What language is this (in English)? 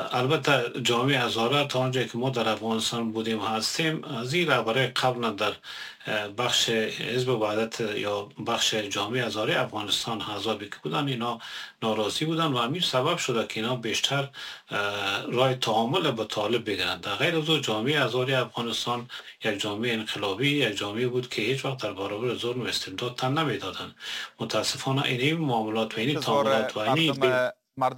Persian